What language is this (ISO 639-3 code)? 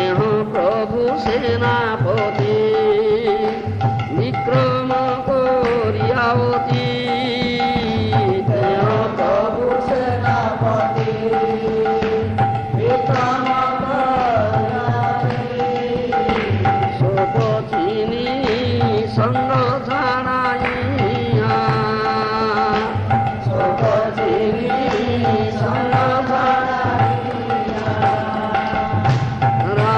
ori